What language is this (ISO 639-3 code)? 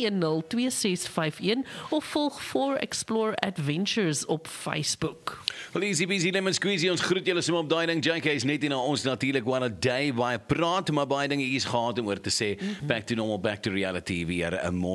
afr